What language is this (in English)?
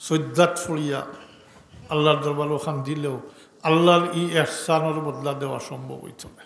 Sylheti